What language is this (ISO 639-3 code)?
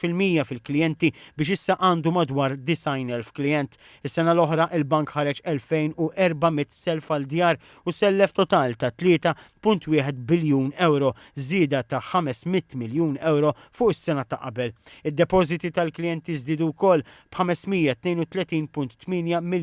mlt